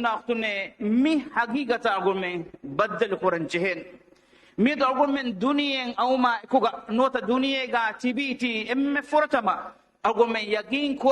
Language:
Divehi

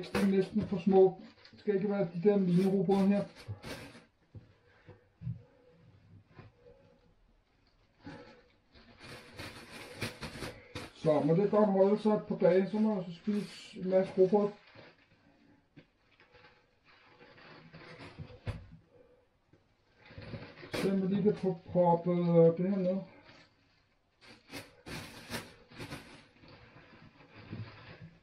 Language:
Danish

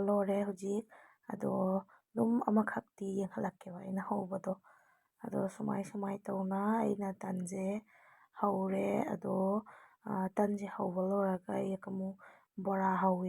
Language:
Manipuri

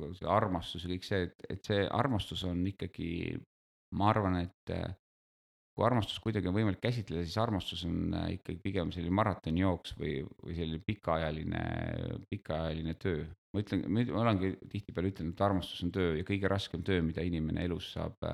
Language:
Estonian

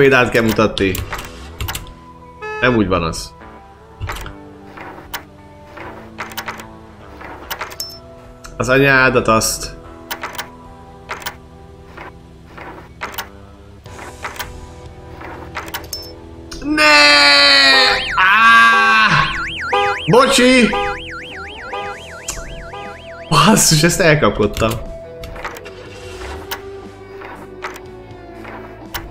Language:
Hungarian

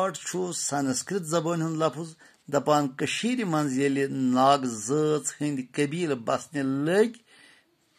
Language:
Kashmiri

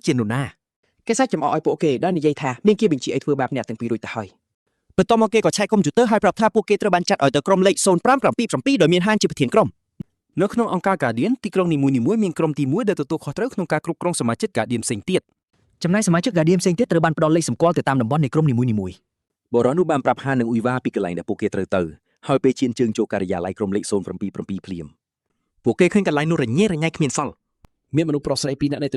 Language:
Khmer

